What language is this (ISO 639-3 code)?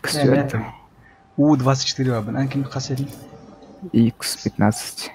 sah